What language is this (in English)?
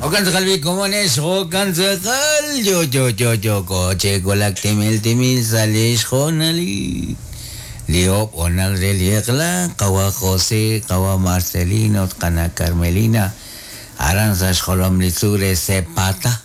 Kekchí